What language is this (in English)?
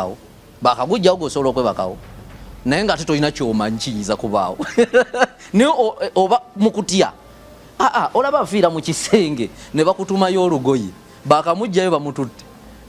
Ganda